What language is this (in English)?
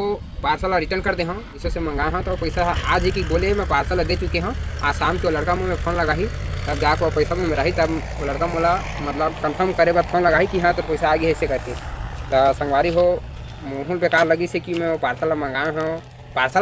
Chhattisgarhi